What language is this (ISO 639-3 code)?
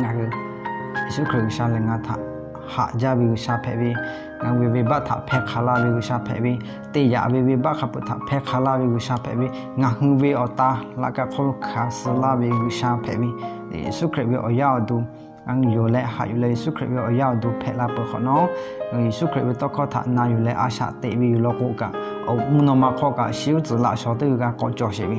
lhu